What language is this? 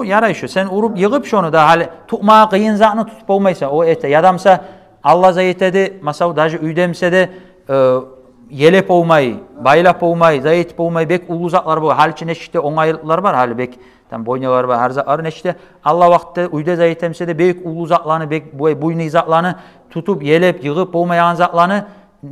Kumyk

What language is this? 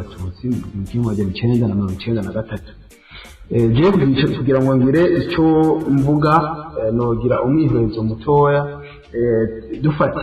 Rundi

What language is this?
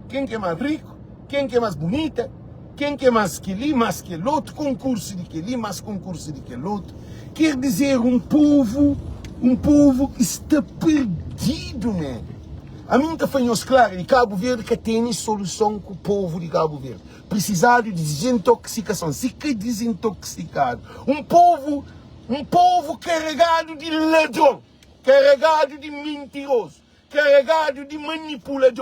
Kabuverdianu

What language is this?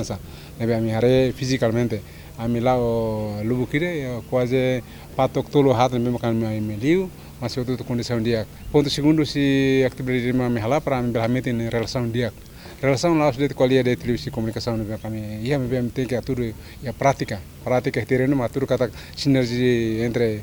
Tetum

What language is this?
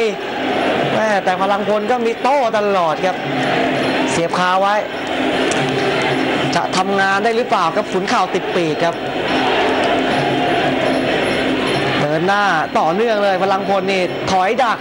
Thai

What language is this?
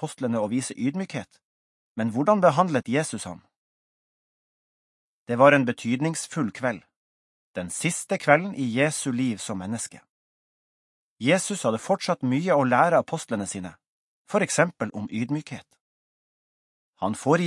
Norwegian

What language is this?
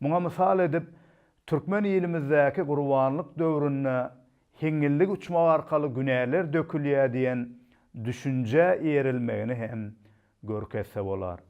Turkmen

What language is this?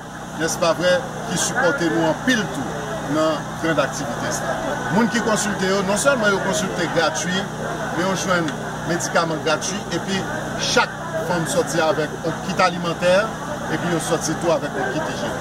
Haitian Creole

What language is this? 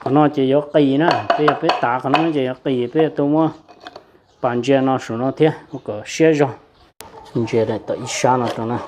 Hmong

